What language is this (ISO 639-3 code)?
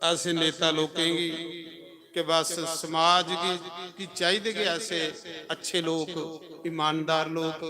doi